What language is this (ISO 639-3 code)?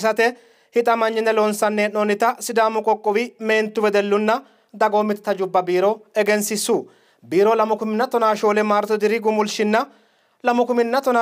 sid